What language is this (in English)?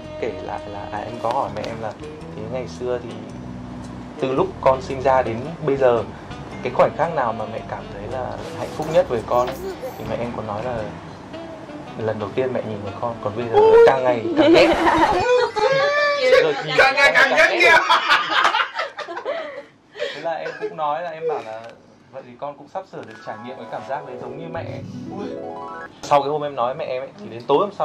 Vietnamese